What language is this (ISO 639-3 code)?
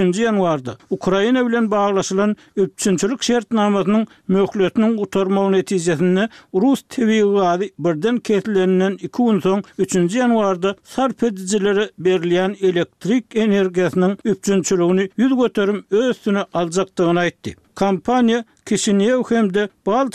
tuk